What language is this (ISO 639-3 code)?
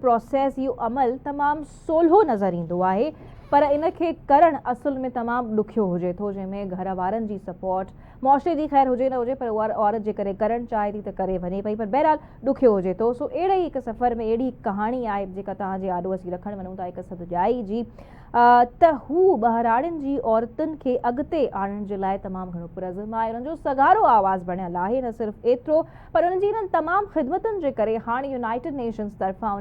snd